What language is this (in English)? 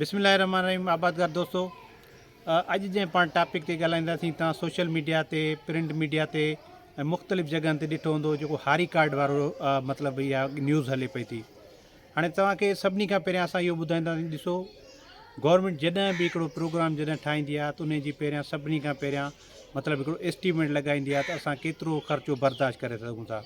Sindhi